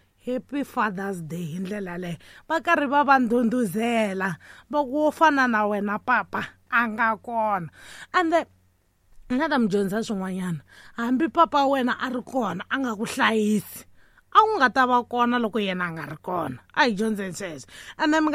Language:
Tsonga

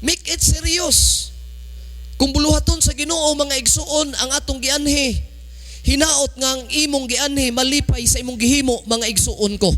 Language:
Cebuano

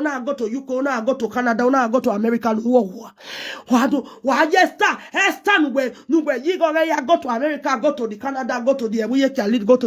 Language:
Nigerian Pidgin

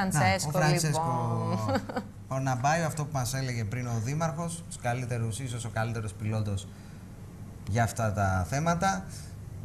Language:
Greek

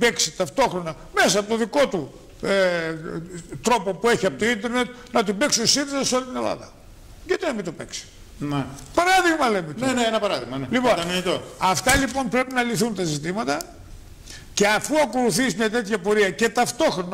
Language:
Greek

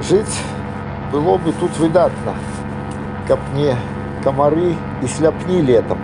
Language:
Belarusian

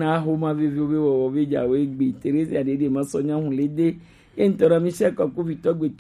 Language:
Gen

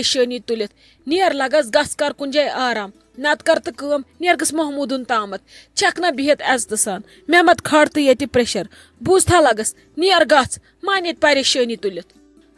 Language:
Kashmiri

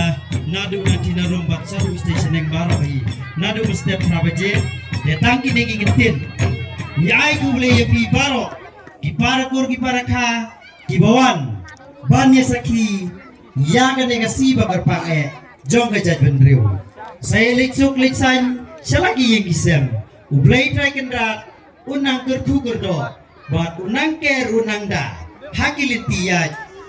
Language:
Khasi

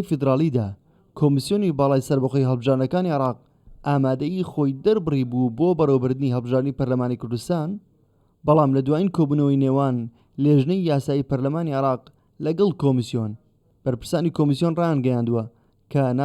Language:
Central Kurdish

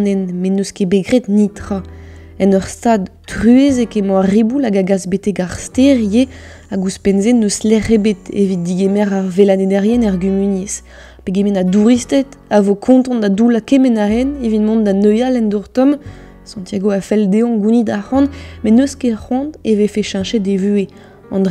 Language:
Breton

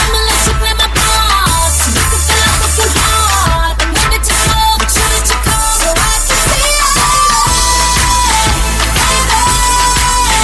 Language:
Portuguese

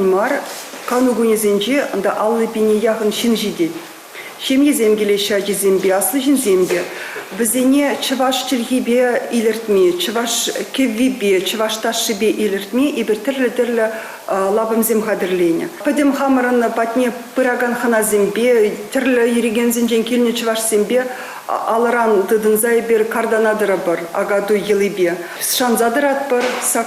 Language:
Chuvash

